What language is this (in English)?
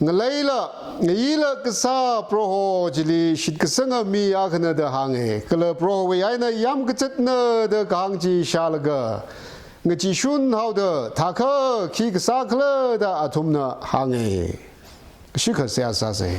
Tangkhul Naga (India)